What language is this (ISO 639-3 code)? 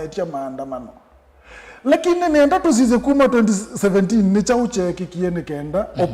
kam